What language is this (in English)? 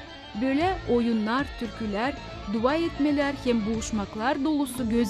Gagauz